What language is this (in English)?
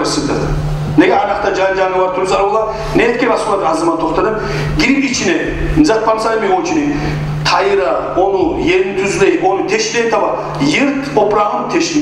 Kumyk